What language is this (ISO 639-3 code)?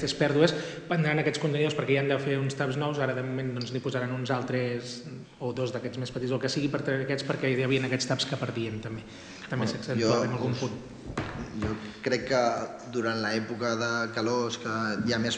cat